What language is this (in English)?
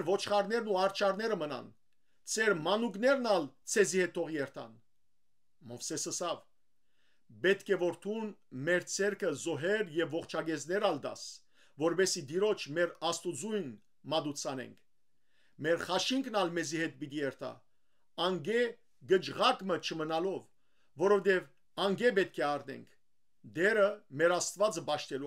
Western Armenian